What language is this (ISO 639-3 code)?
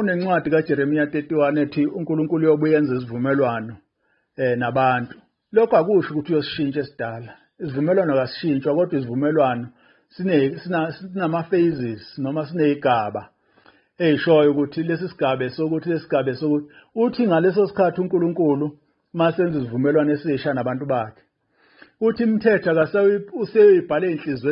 zul